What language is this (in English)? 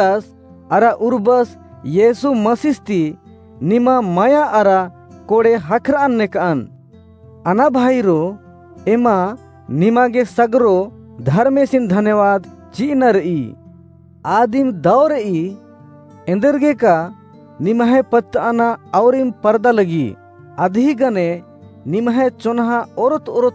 Kurukh